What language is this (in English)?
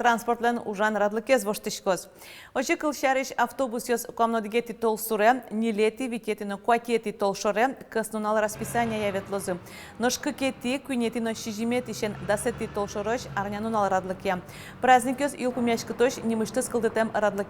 Udmurt